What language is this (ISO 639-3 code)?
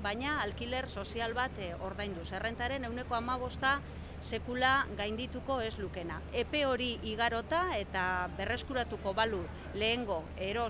eus